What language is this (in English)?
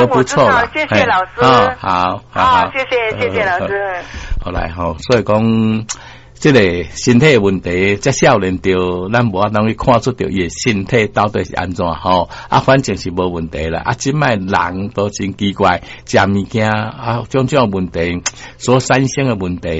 Min Nan Chinese